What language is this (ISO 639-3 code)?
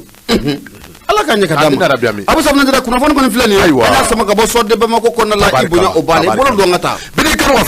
bam